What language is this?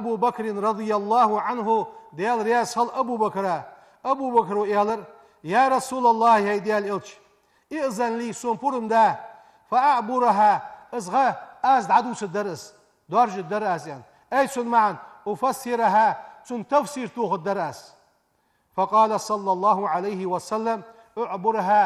Ingush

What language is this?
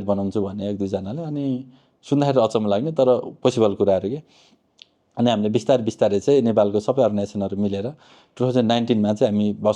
Nepali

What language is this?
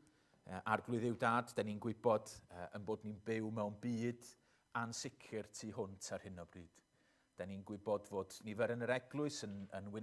Welsh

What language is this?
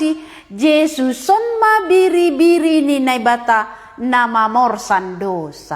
Batak Simalungun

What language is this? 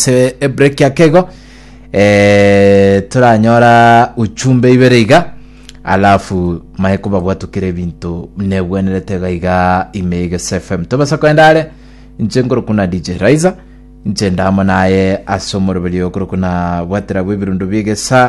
Gusii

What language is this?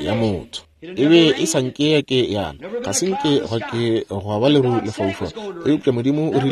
Northern Sotho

